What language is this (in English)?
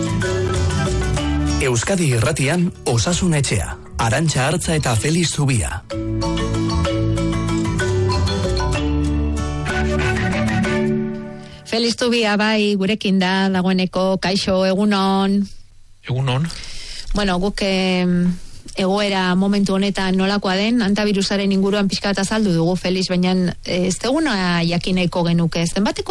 Basque